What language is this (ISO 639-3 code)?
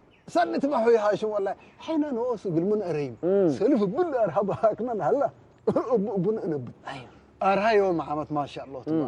tig